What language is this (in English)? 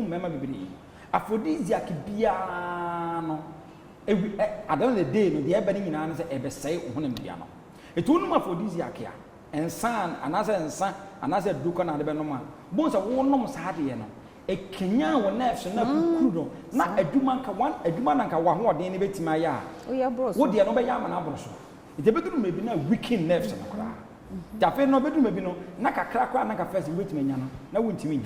Akan